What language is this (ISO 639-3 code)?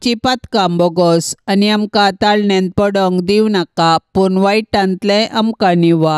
kok